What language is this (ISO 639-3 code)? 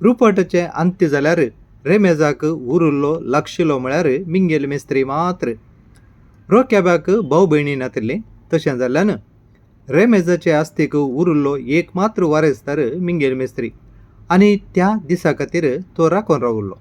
kok